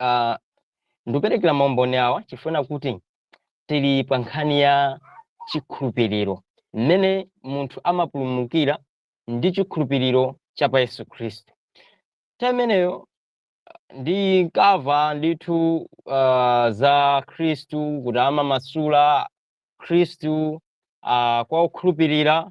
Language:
Nyanja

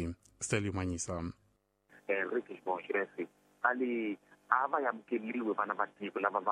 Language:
Tsonga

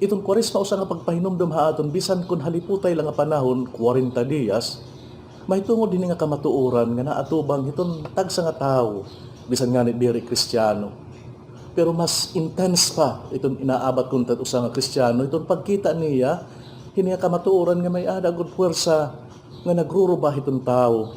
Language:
Waray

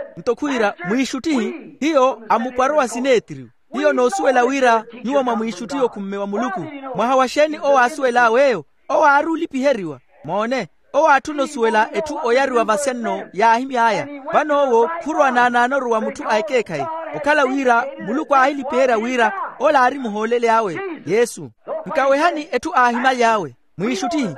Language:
Makhuwa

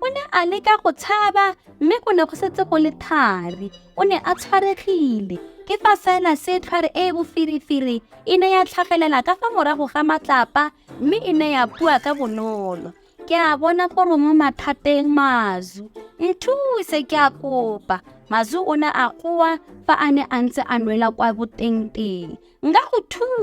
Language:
Tswana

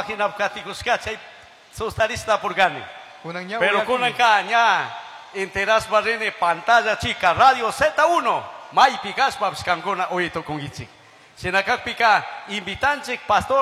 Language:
Chimborazo Highland Quichua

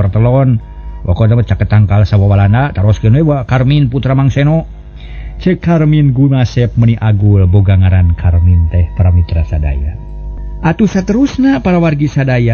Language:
Sundanese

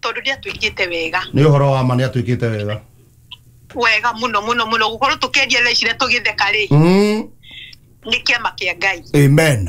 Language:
Kikuyu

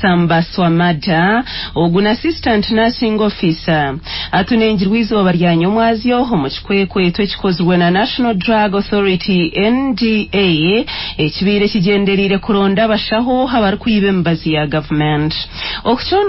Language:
Nyankole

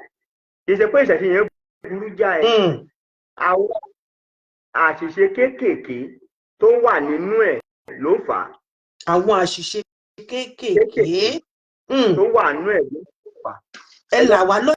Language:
Yoruba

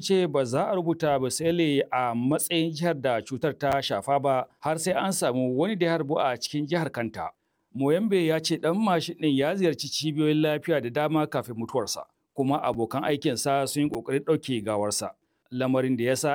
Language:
Hausa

